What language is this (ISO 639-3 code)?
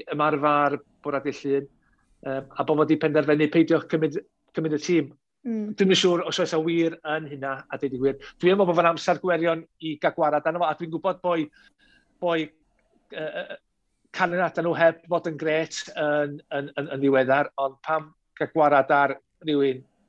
cym